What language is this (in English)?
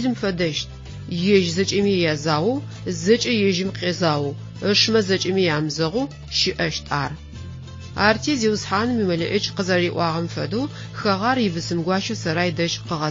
Adyghe